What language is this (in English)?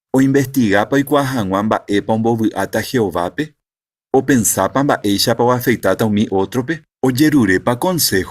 Guarani